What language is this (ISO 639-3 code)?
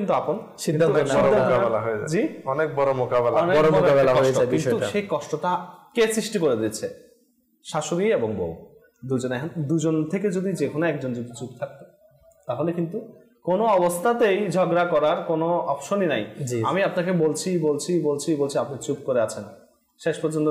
ben